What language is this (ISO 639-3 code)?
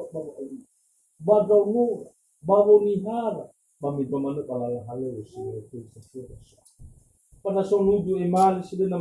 nia